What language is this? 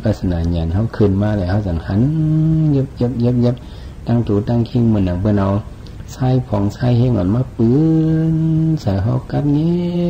Shan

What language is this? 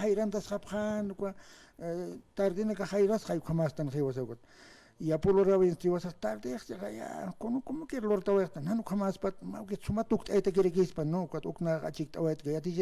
Aymara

